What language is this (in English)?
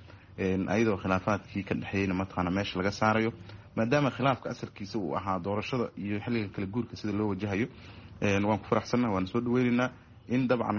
Somali